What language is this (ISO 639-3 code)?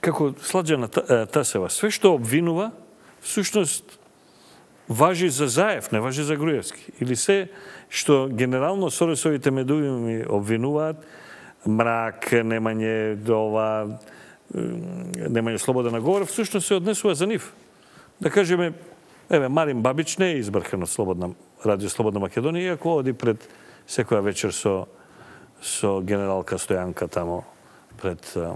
mkd